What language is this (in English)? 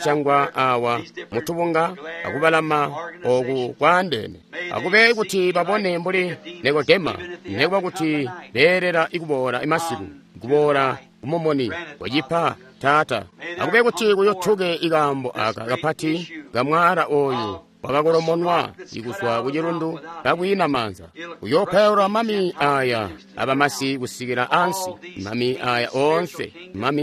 Tonga (Zambia)